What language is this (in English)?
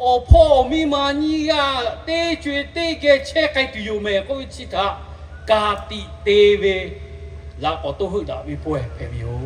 Lahu